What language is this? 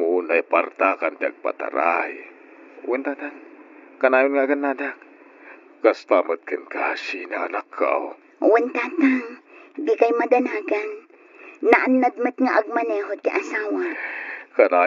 Iloko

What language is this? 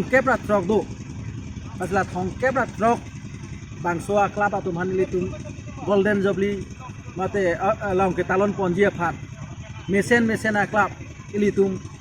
Karbi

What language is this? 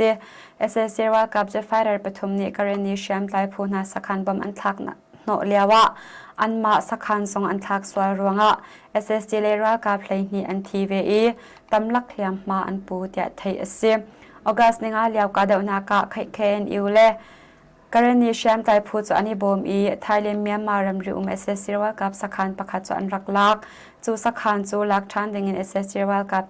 Hakha Chin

